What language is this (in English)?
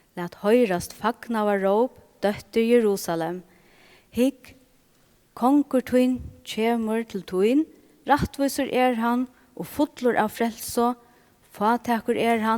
Faroese